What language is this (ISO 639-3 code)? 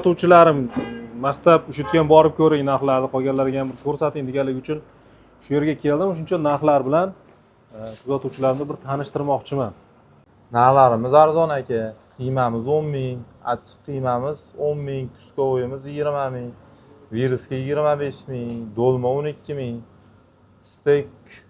uzb